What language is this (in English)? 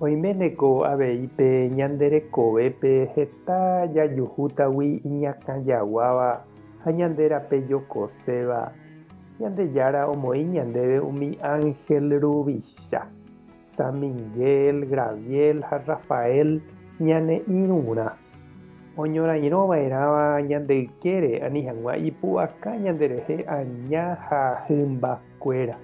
Guarani